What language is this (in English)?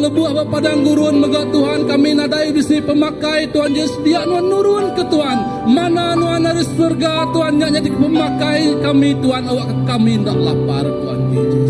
Iban